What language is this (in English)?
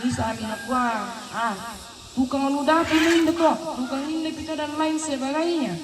Toraja-Sa'dan